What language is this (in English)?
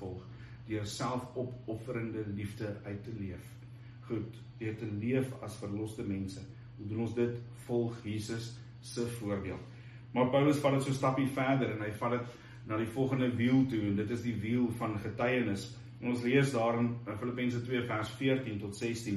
Afrikaans